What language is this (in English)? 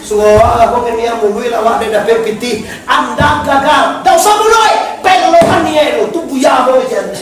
Minangkabau